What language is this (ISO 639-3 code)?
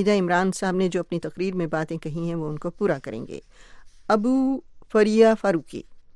urd